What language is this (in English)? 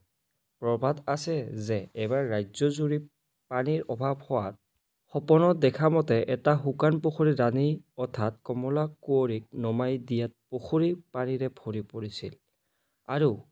Assamese